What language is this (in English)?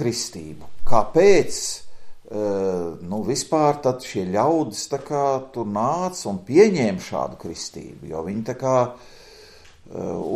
Latvian